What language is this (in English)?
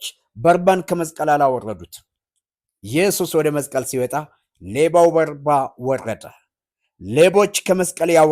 Amharic